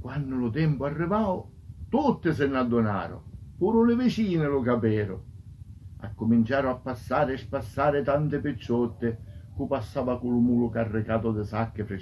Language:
Sicilian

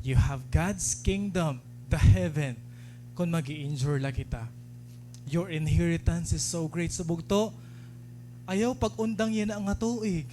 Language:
Waray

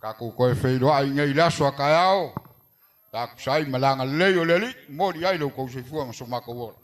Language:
Samoan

